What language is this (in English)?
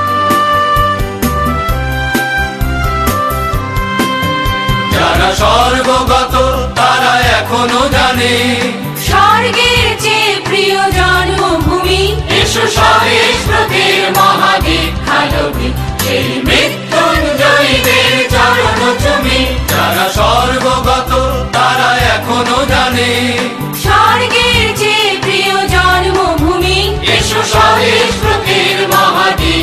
Bangla